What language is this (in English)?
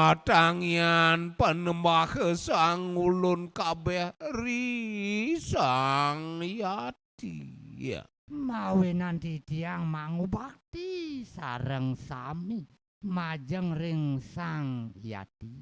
Balinese